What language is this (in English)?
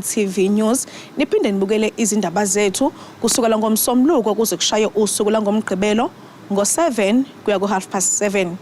Zulu